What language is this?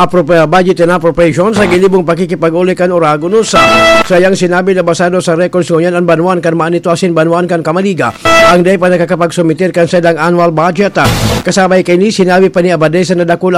Bikol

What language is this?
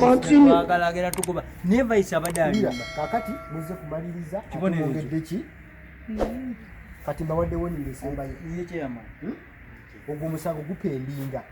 Ganda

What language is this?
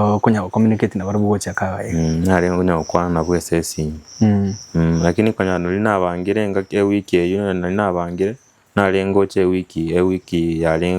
Gusii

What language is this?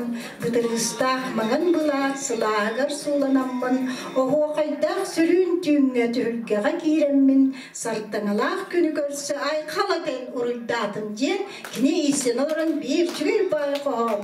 Yakut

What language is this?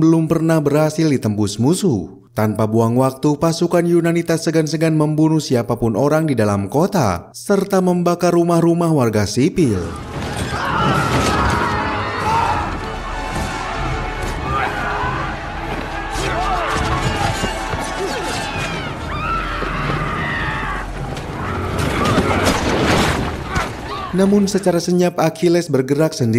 Indonesian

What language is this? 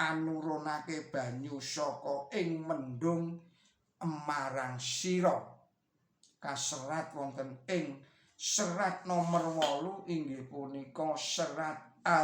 Javanese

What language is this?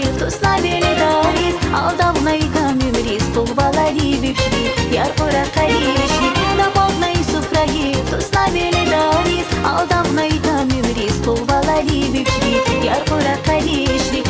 Tabassaran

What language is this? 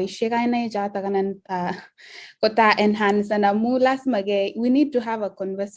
Kalenjin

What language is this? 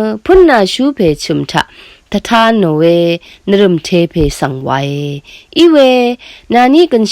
Rawang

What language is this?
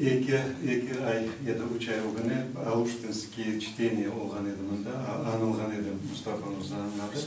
Crimean Tatar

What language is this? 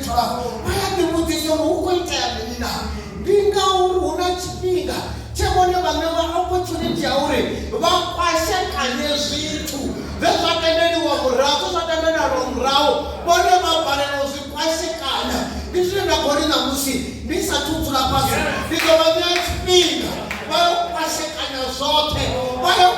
Venda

